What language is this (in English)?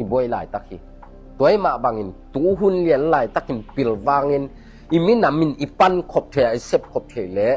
Tedim Chin